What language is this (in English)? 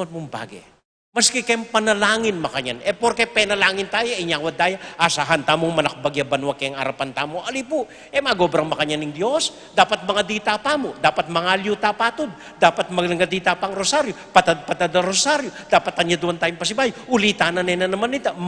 Pampanga